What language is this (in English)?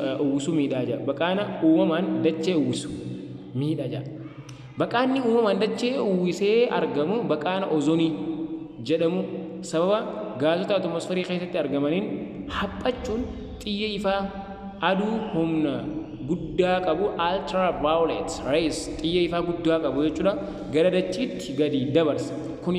Oromo